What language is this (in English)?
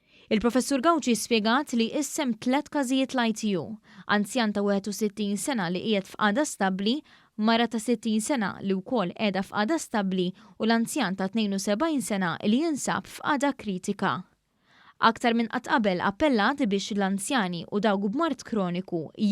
Maltese